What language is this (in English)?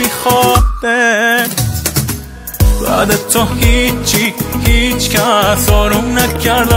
Persian